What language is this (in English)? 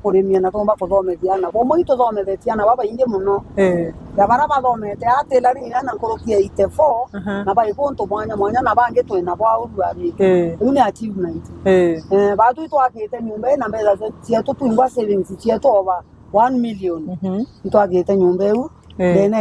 Meru